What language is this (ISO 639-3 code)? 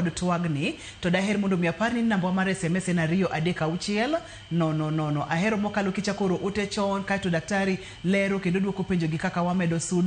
luo